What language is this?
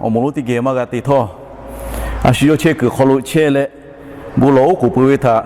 Lahu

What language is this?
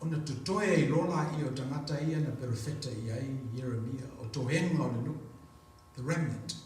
Samoan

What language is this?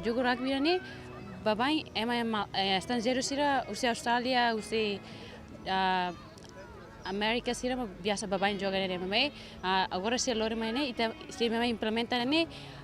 Tetum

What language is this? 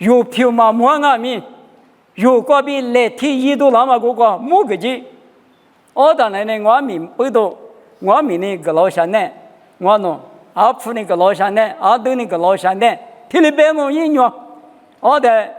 Lisu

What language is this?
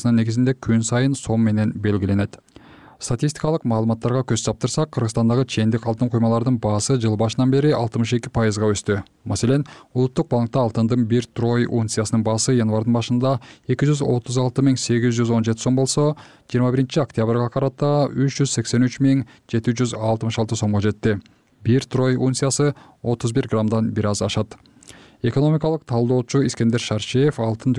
Kyrgyz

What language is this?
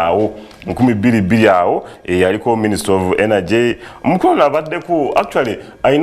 Ganda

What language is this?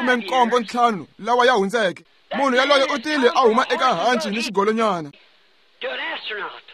Tsonga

